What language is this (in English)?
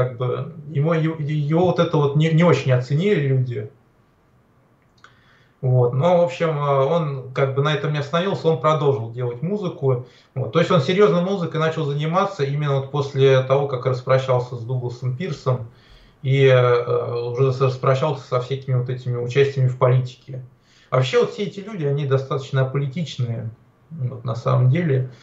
Russian